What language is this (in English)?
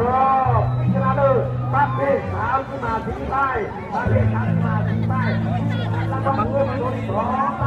Lao